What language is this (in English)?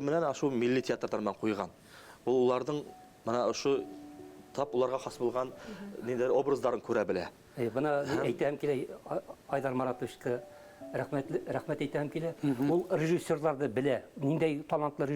Bashkir